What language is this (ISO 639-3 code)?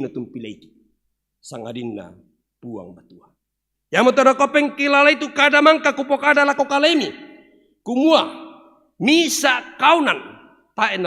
sda